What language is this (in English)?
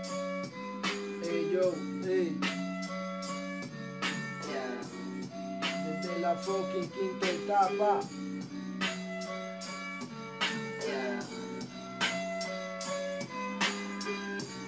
Spanish